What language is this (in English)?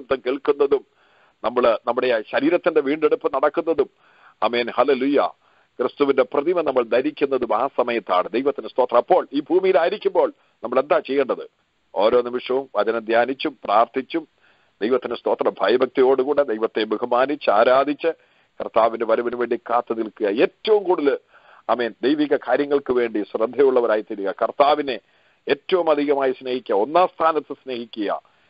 Malayalam